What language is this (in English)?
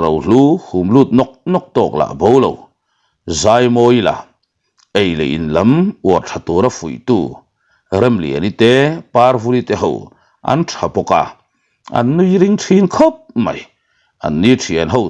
Mizo